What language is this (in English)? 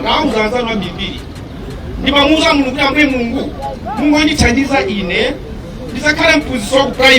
Nyanja